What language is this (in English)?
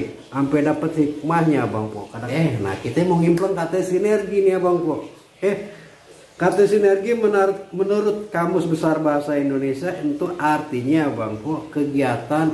Betawi